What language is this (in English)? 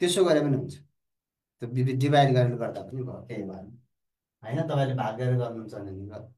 Nepali